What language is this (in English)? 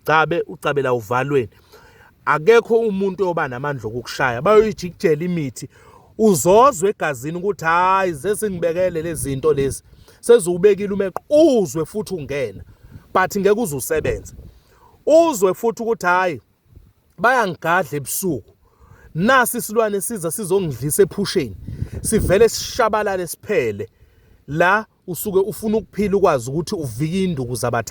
Zulu